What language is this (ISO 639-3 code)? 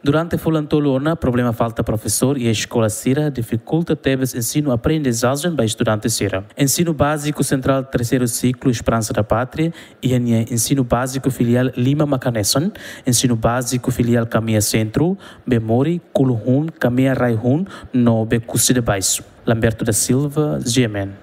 tet